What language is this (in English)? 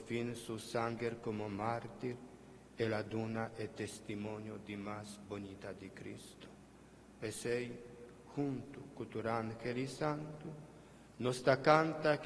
Papiamento